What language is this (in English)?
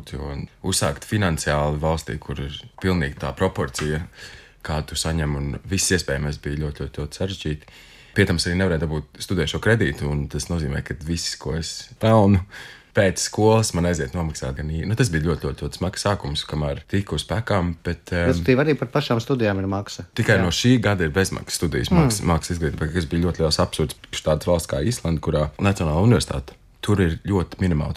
Latvian